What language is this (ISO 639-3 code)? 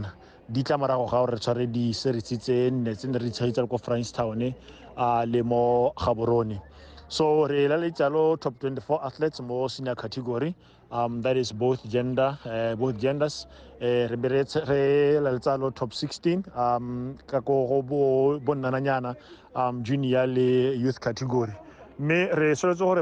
tsn